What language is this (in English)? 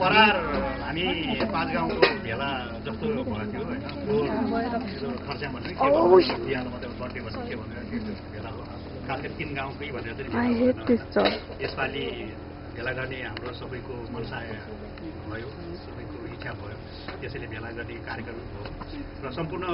Nepali